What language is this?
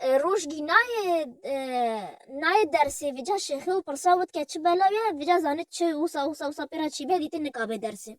Kurdish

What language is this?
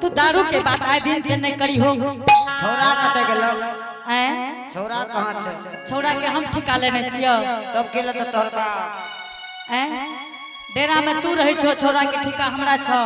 Angika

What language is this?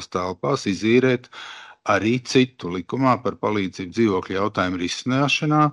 Latvian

